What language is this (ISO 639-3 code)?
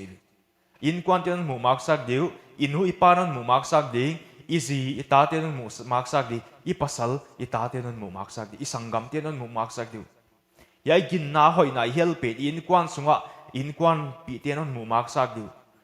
pck